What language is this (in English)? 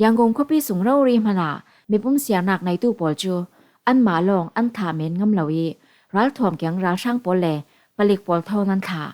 Falam Chin